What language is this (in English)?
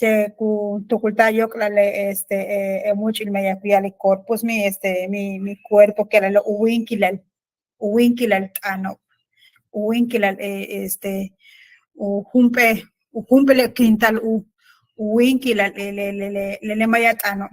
Yucateco